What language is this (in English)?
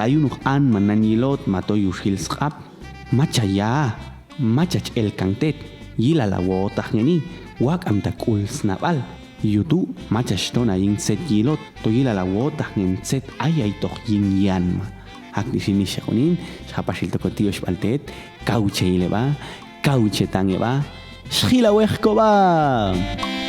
Popti'